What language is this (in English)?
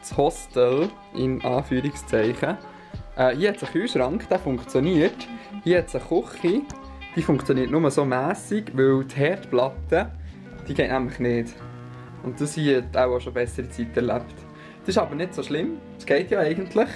Swiss German